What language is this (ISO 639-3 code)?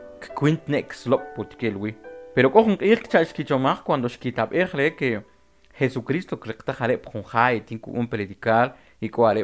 quc